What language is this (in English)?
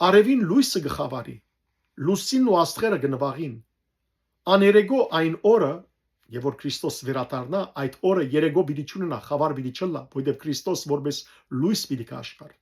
Western Armenian